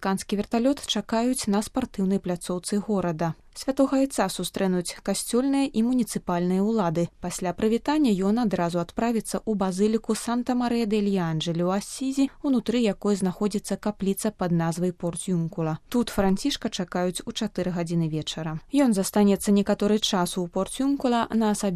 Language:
Belarusian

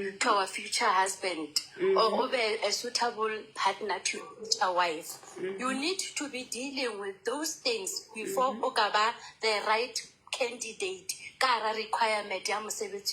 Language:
Southern Sotho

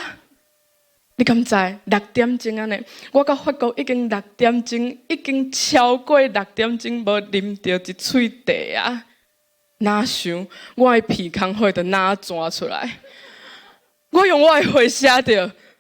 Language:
Min Nan Chinese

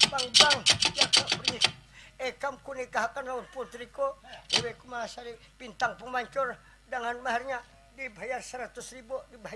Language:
Banjar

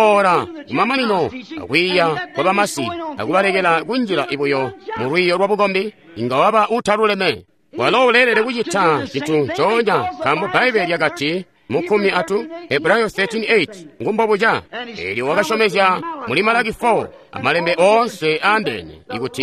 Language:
Tonga (Zambia)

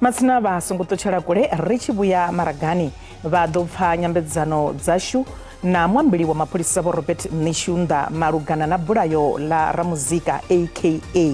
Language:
Venda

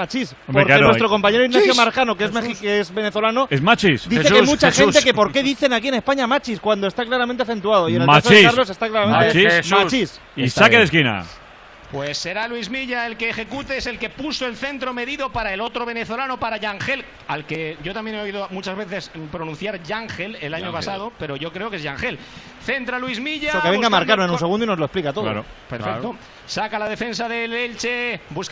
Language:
Spanish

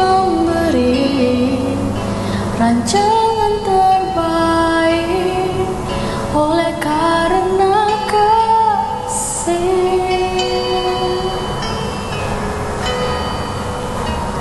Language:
Malay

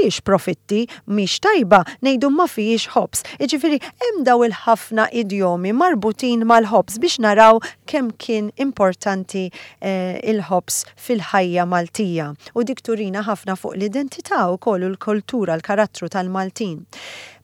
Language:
Maltese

